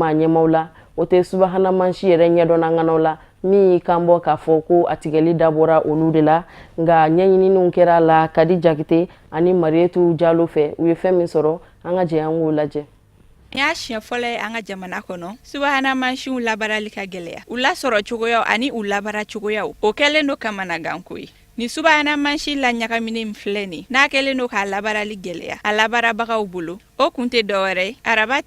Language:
Bambara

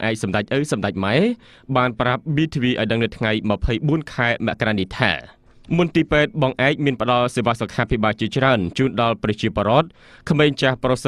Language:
Khmer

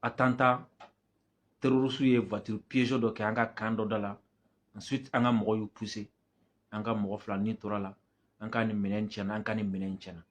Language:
Bambara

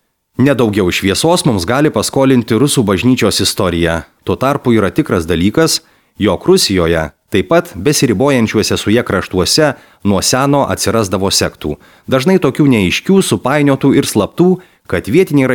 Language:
Lithuanian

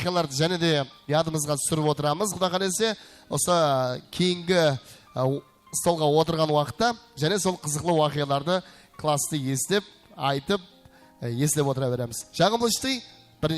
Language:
Kara-Kalpak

